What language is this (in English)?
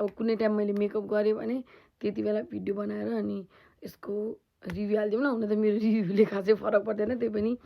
Nepali